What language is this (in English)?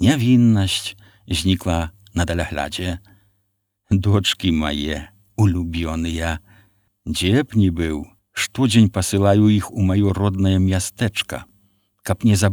Belarusian